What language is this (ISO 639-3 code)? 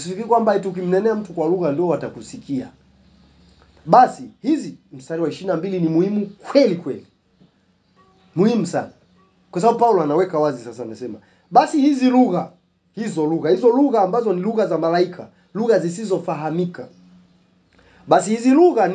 swa